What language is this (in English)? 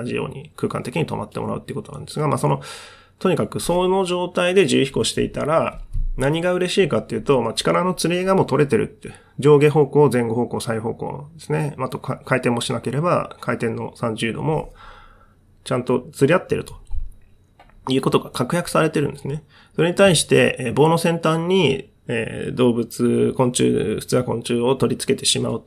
Japanese